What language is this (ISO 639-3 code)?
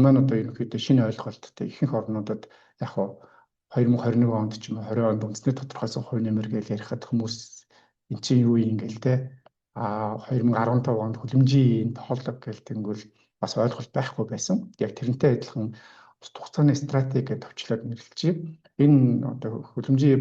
mon